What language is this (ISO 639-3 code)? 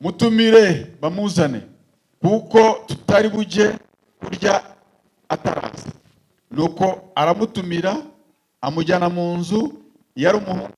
kin